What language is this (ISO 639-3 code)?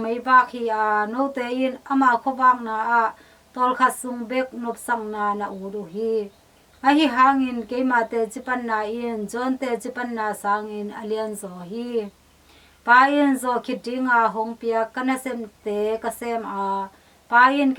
ctd